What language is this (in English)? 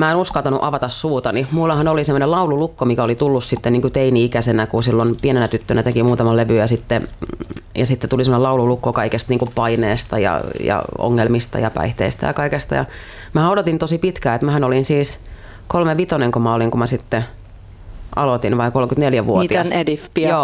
Finnish